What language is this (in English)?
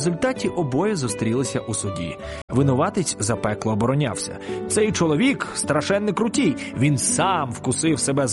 Ukrainian